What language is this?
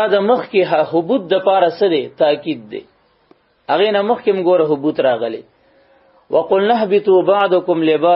Pashto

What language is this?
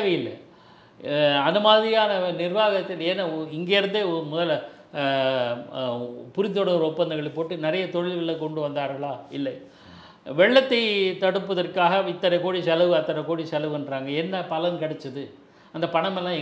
Tamil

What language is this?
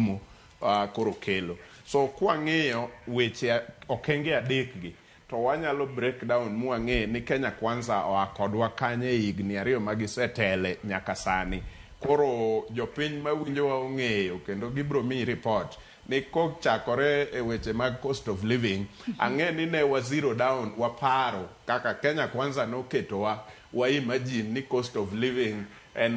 Luo (Kenya and Tanzania)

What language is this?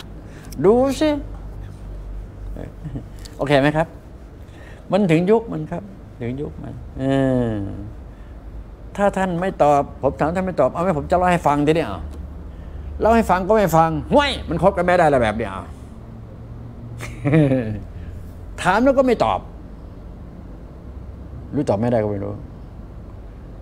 Thai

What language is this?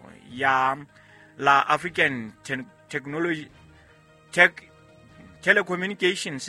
Southern Sotho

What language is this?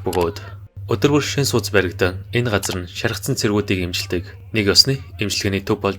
Mongolian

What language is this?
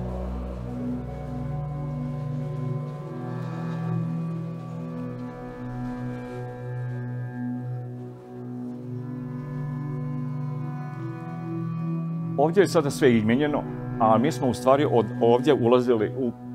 Croatian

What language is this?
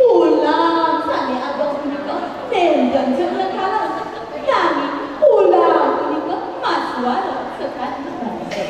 Balinese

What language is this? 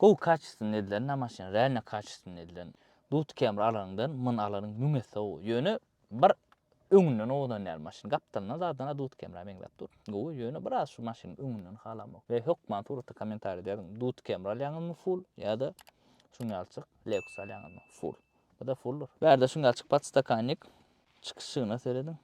Turkmen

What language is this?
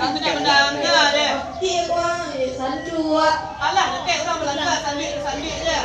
Minangkabau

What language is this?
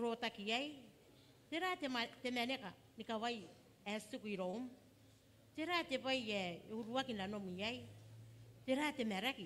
Gilbertese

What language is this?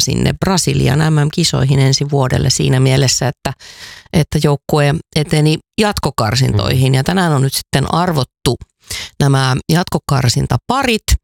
Finnish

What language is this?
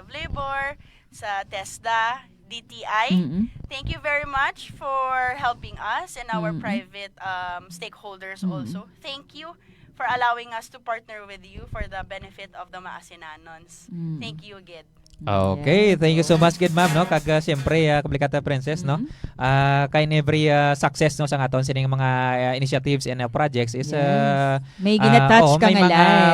Hiligaynon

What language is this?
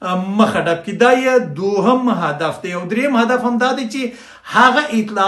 Pashto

